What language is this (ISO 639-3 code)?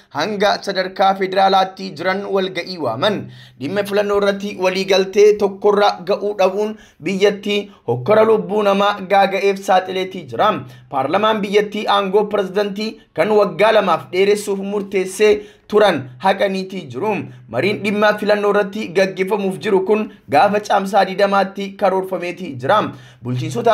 orm